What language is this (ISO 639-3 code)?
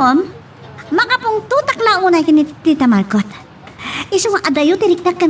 ilo